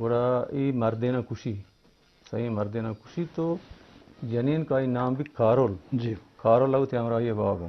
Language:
Eastern Balochi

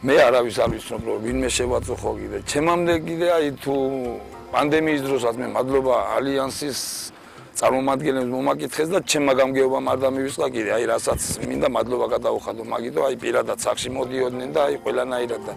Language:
Georgian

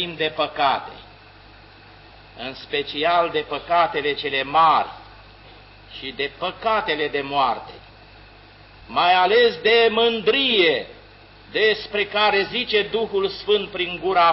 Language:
Romanian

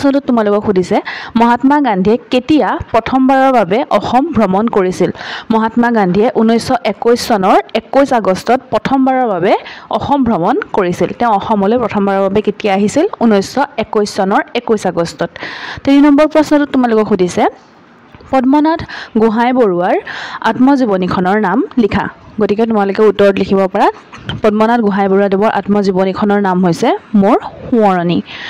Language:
Assamese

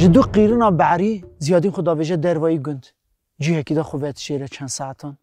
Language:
Kurdish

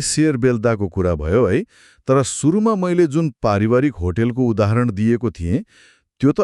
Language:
Nepali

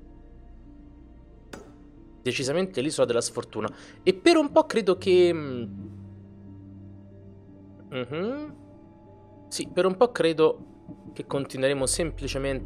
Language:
Italian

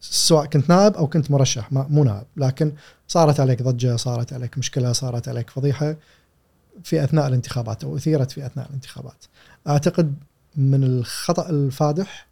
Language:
Gulf Arabic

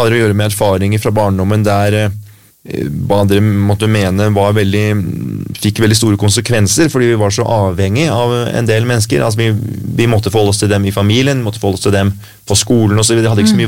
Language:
Norwegian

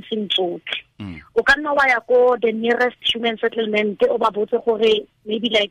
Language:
Tswana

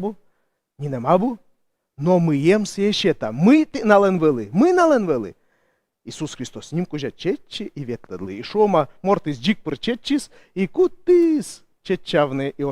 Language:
Komi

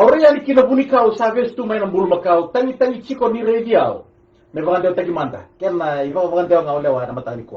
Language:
Fijian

